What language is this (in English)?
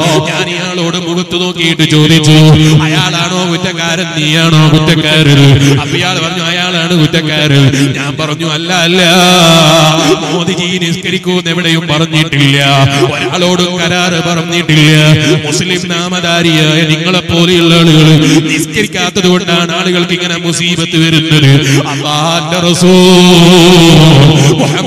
Malayalam